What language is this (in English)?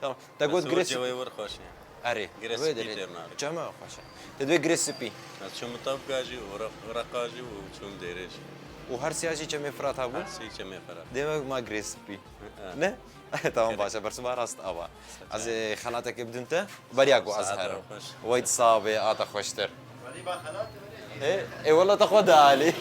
Kurdish